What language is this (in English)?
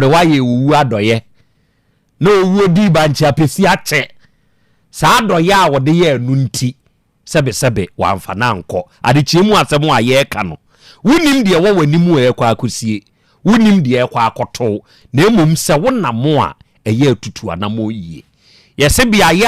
Akan